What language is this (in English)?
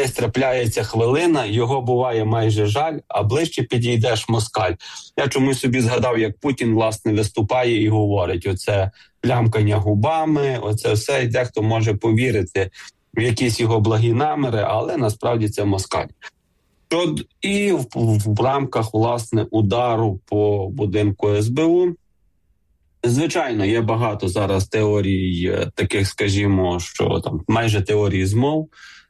Ukrainian